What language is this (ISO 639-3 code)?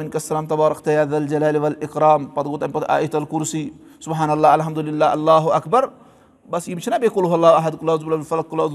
kas